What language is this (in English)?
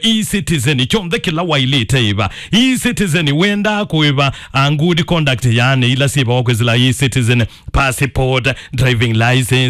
Kamba